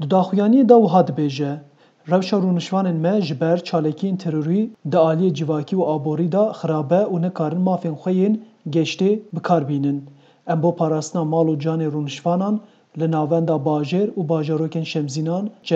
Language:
Kurdish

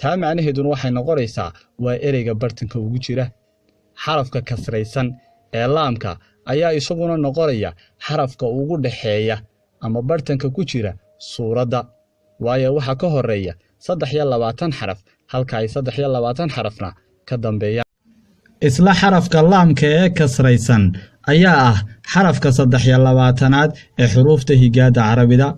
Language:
Somali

